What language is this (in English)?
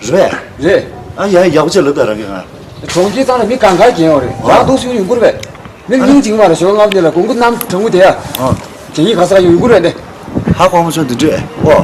Tibetan